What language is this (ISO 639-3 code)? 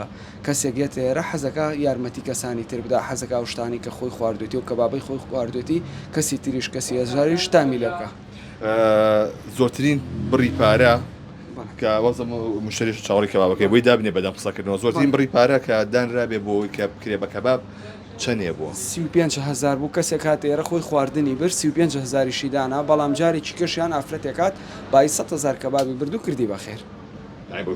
ckb